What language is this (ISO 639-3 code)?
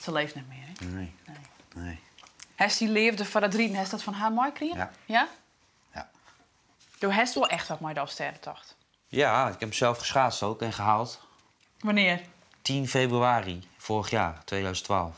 fry